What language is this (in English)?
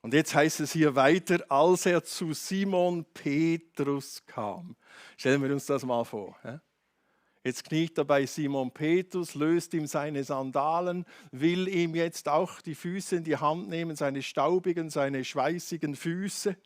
Swiss German